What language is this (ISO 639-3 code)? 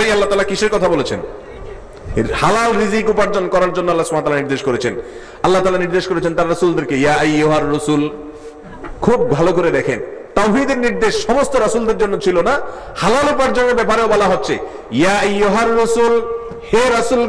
ben